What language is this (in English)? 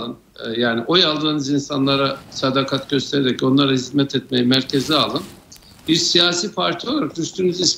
Turkish